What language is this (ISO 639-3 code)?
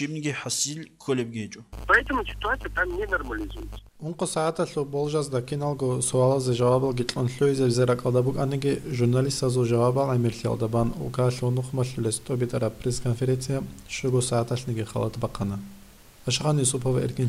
ava